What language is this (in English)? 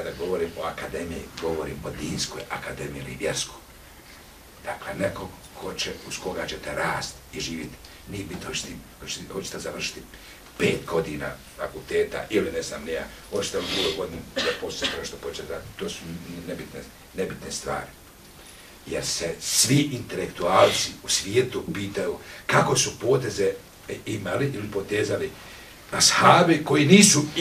Bosnian